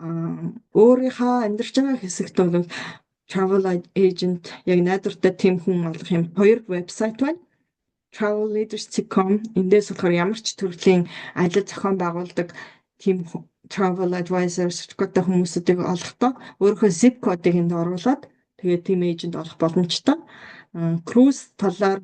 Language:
Mongolian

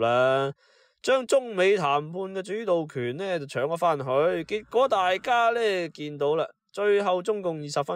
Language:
Cantonese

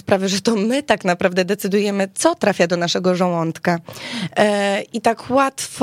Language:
Polish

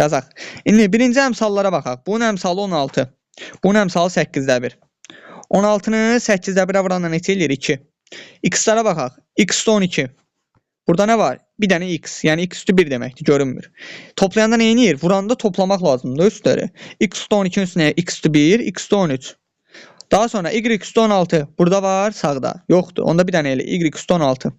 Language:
Azerbaijani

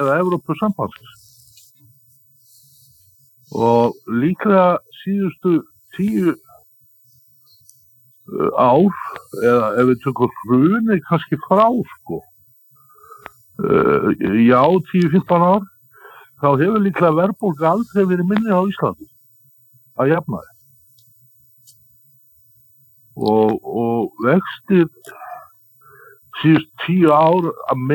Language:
Icelandic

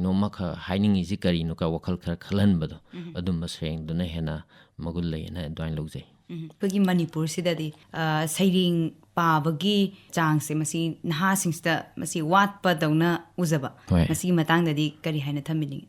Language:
Manipuri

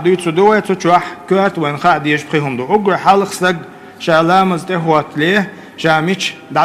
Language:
Chechen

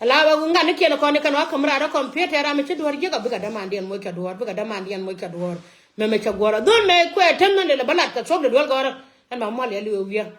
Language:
Nuer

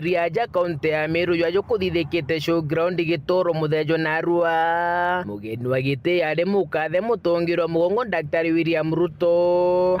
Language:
Meru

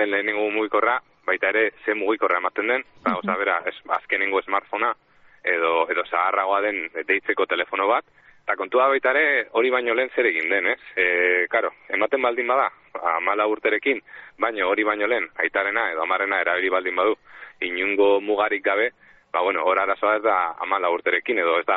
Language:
Basque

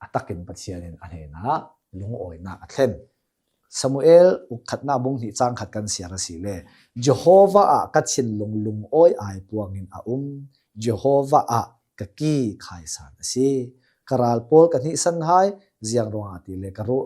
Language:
Hakha Chin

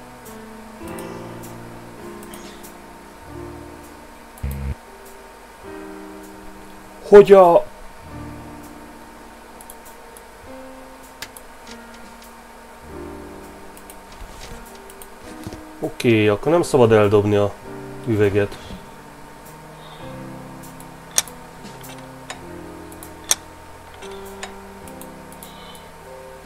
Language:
Hungarian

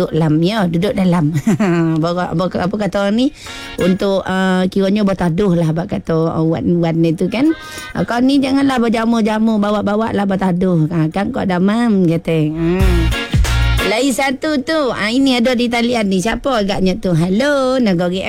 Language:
Malay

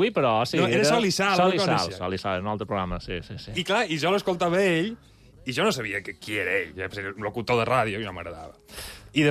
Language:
Catalan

